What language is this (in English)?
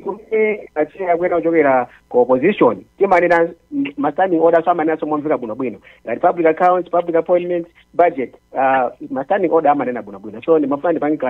Nyanja